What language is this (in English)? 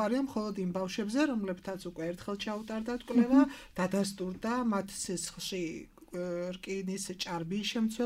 Georgian